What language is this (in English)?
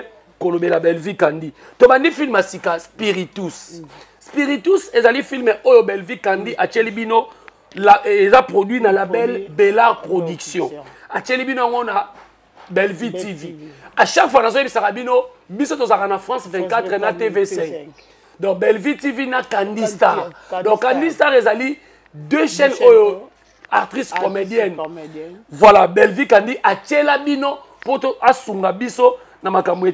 Lingala